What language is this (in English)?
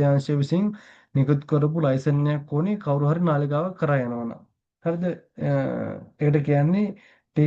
Sinhala